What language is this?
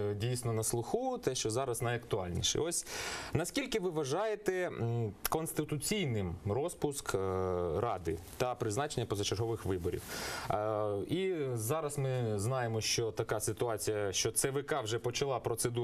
Ukrainian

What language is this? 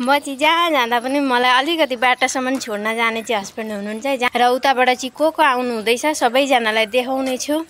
Nepali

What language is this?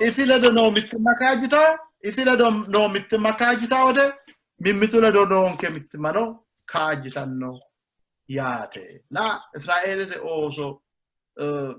Sidamo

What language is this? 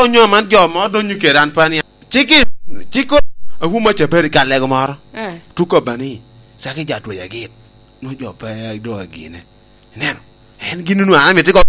Lango (Uganda)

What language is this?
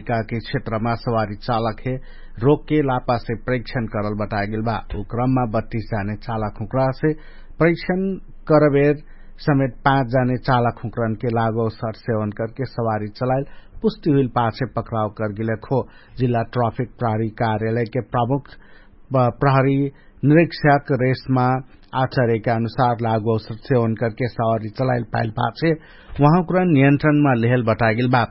Dangaura Tharu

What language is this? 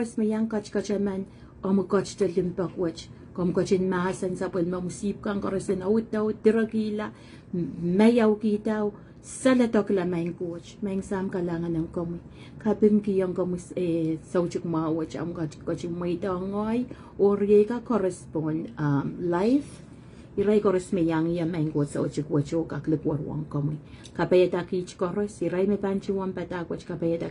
Pohnpeian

